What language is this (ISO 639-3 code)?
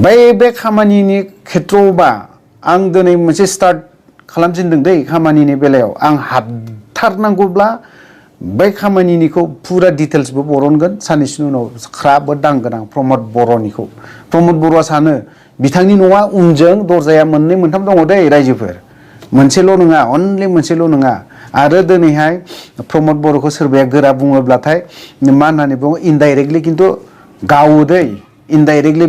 brx